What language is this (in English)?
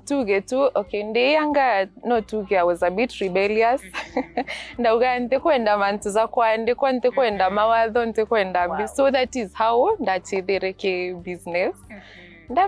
Meru